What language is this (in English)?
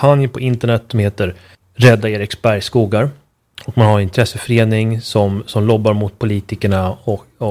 Swedish